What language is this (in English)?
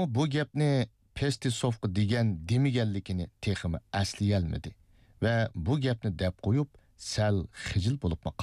Uyghur